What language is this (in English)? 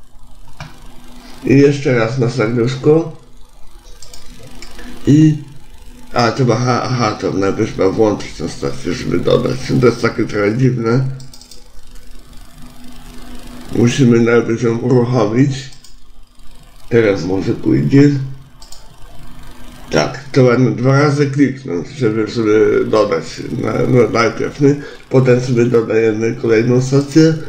Polish